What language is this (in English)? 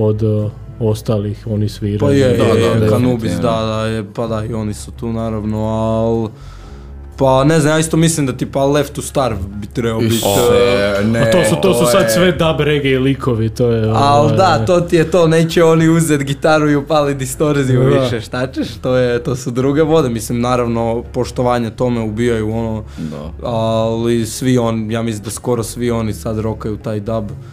Croatian